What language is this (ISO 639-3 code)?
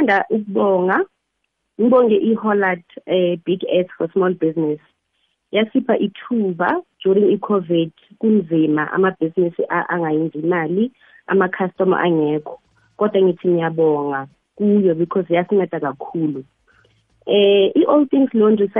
nbl